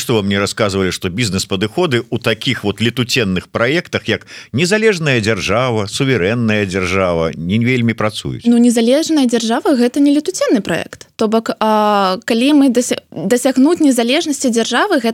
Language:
Belarusian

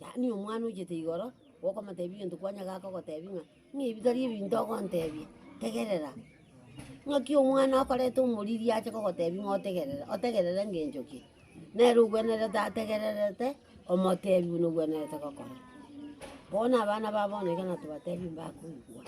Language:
Gusii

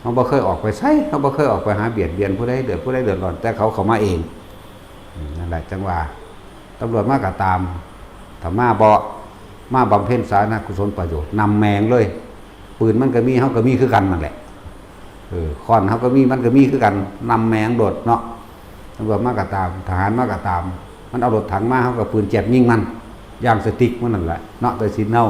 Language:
Northeastern Thai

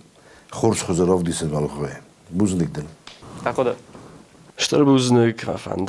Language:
Ossetic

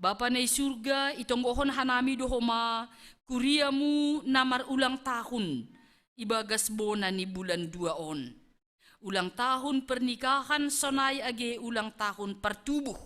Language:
Batak Simalungun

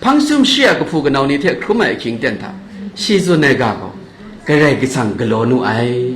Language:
Kachin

